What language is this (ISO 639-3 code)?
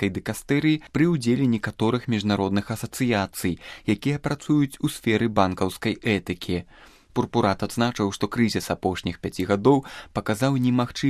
bel